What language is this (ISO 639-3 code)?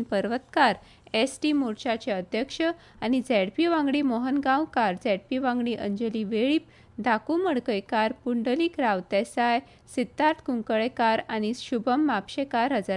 kok